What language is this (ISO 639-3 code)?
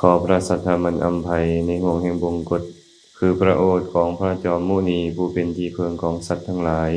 lao